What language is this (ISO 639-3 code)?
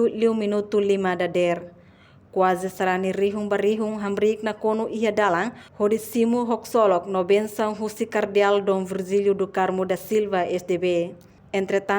tet